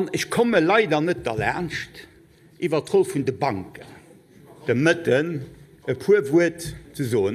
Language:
Luxembourgish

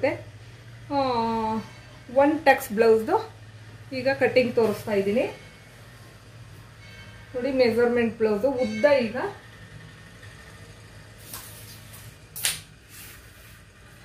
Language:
Kannada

